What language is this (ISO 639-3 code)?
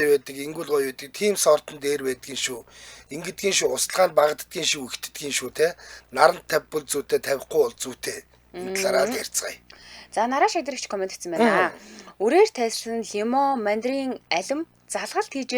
mon